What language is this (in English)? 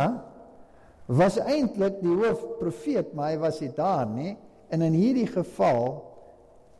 Afrikaans